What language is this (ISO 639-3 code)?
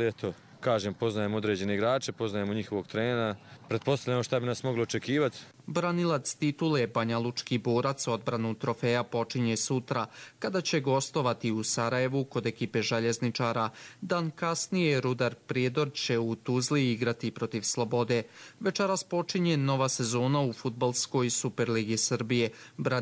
hrv